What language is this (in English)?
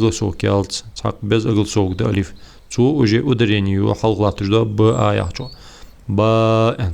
Ingush